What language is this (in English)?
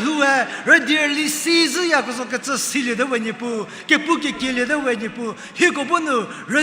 Angami Naga